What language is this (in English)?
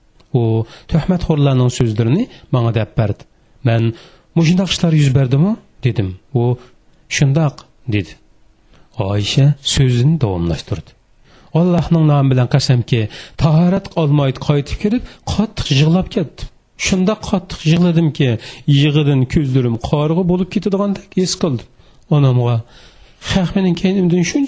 Uyghur